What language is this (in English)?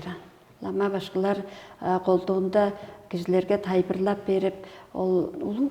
Tuvinian